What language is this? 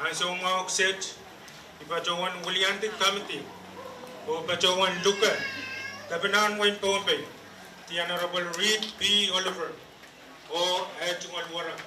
Pohnpeian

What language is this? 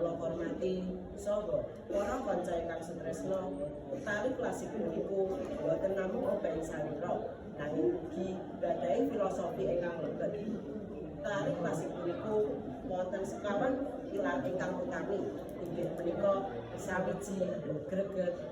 Javanese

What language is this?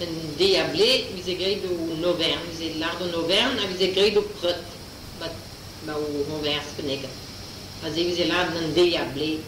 Breton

